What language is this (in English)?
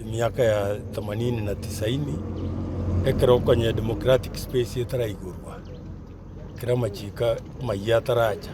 Gusii